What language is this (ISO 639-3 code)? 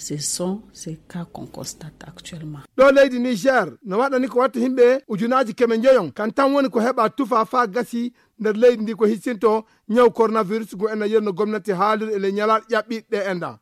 ful